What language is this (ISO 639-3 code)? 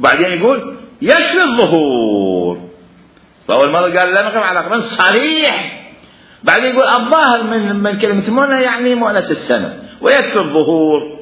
acm